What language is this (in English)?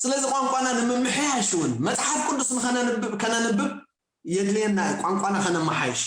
Tigrinya